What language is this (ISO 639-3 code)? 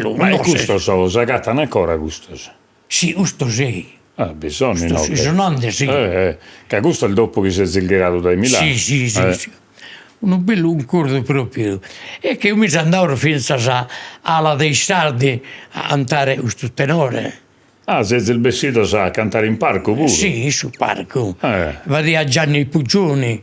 srd